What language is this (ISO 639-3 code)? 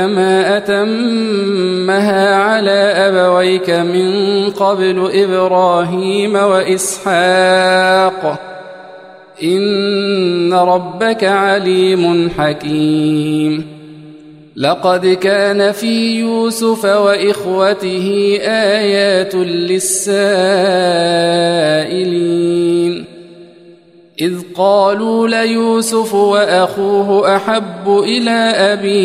ara